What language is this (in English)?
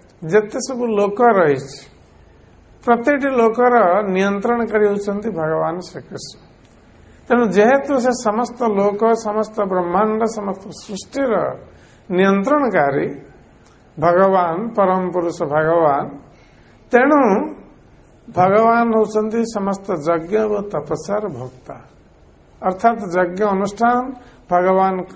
Odia